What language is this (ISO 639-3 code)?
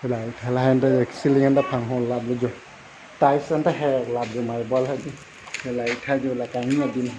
mjw